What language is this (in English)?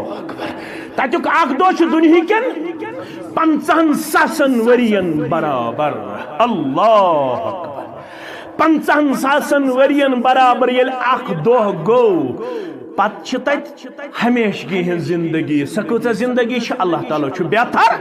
Kashmiri